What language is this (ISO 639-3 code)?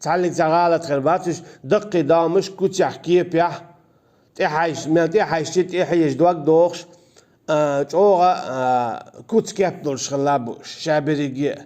che